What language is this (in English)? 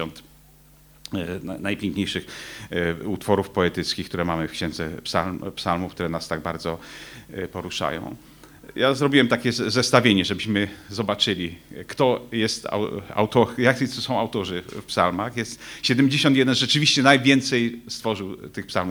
Polish